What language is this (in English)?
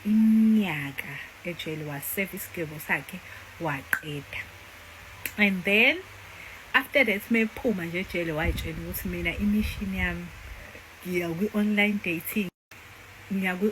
Zulu